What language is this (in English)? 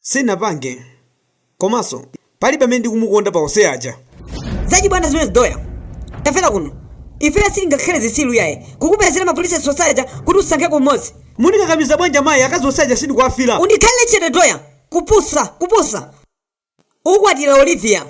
Nyanja